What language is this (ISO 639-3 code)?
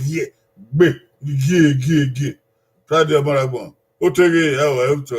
bin